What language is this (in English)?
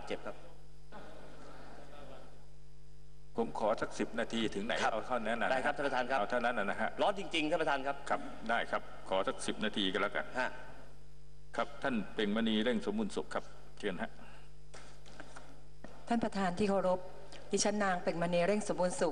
Thai